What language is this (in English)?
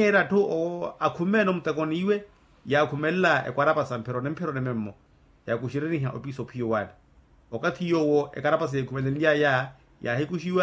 Makhuwa